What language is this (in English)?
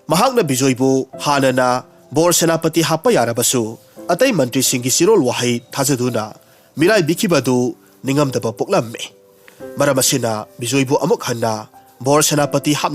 Manipuri